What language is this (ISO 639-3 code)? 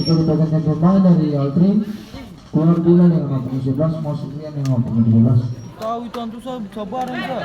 abs